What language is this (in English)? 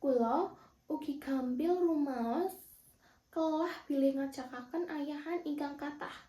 Javanese